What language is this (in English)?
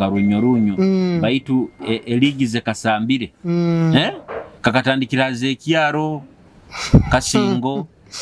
Nyoro